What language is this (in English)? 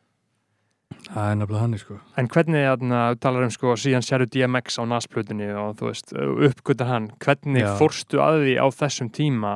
Icelandic